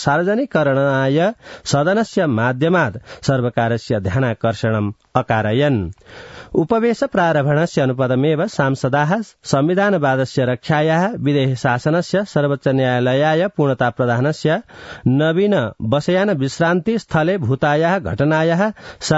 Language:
Sanskrit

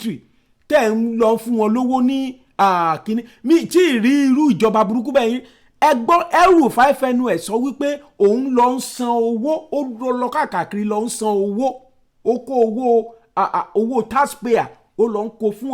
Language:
Yoruba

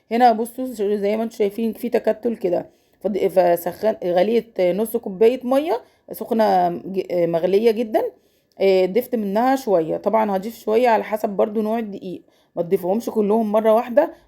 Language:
Egyptian Arabic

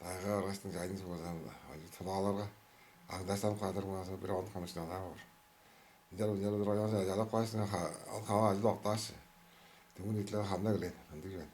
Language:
Tuvinian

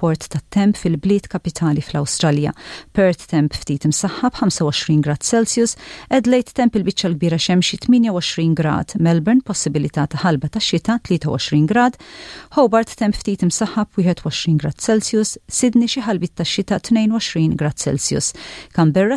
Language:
Maltese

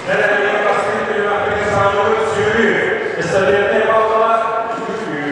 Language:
Yakut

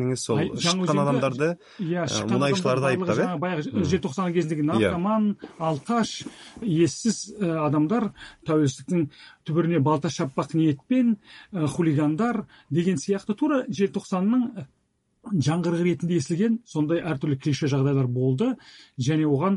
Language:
Kazakh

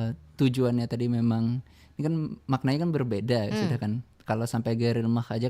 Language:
Banjar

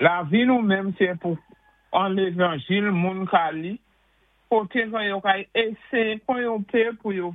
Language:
Saint Lucian Creole French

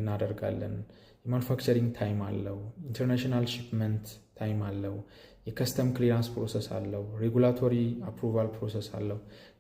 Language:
Amharic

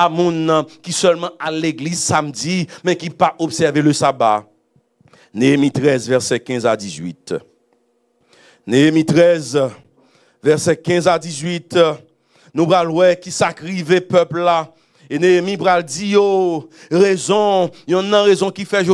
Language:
Haitian Creole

